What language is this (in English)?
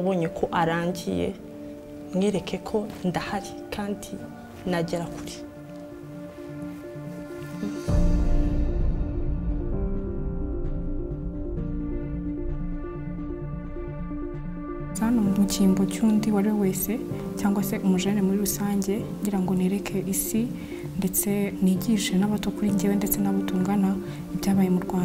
Kinyarwanda